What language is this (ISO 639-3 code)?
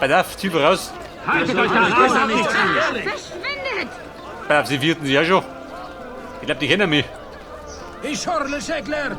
bar